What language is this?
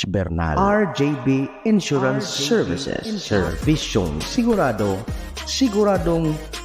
Bikol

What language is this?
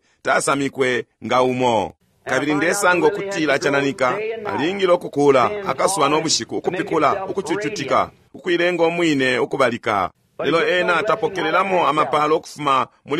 Bemba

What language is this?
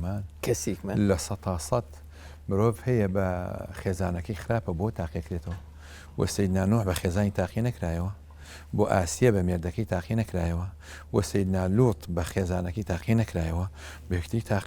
Central Kurdish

